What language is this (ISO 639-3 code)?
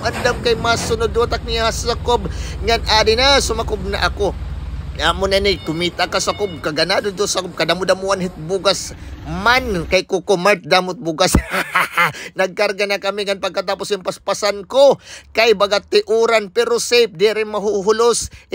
war